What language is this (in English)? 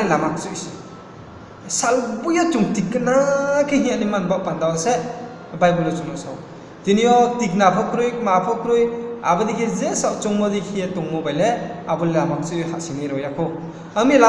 Riang (India)